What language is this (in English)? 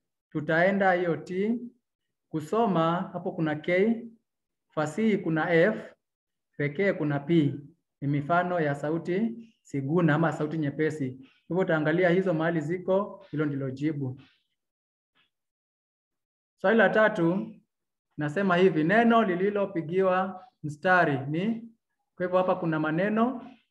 Swahili